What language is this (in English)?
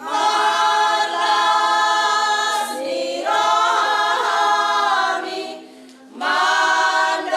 Batak Toba